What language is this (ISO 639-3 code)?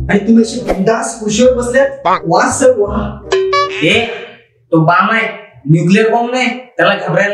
mar